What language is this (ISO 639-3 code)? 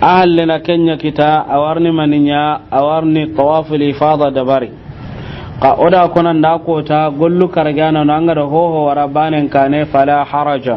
snk